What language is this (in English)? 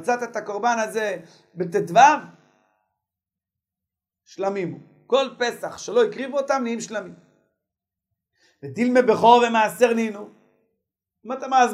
Hebrew